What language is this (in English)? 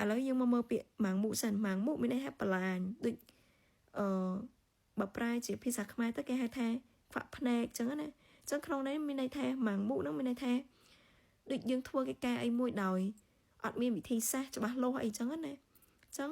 Khmer